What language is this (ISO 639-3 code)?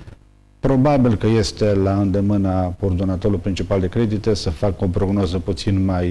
ron